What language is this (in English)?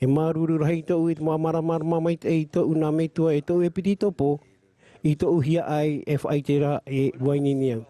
Tahitian